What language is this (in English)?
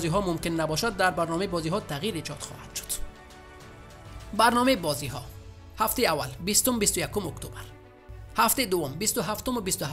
Persian